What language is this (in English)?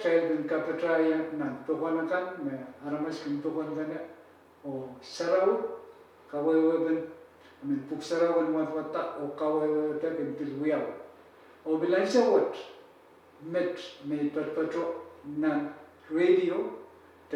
Pohnpeian